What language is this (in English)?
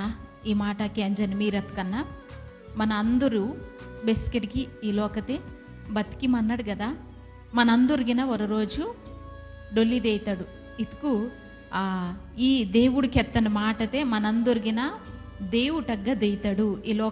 Koya